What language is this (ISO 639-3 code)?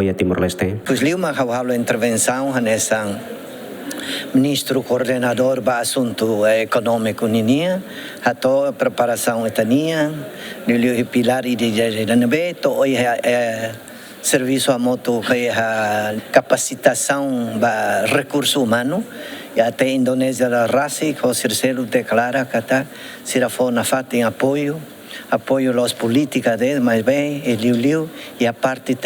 tet